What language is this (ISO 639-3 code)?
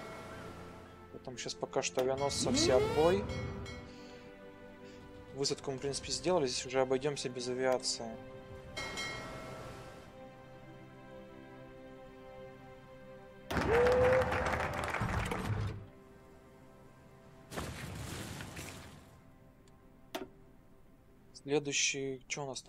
rus